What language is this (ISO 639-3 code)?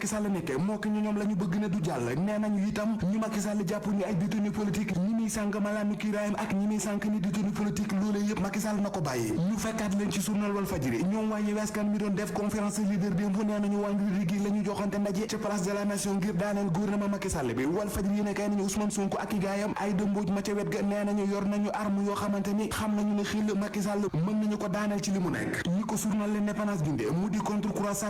wol